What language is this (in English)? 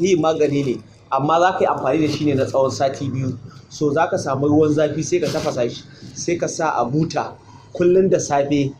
Hausa